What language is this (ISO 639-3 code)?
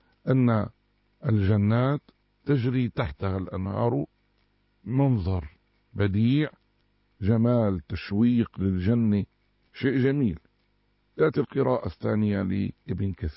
ara